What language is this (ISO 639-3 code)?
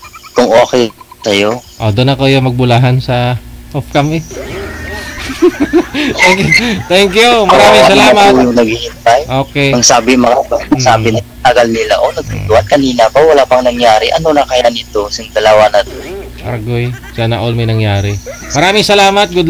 fil